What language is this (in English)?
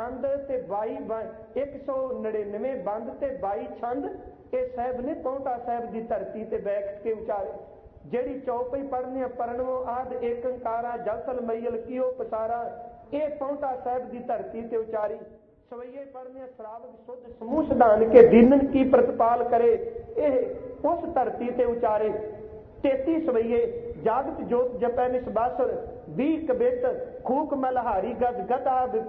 Punjabi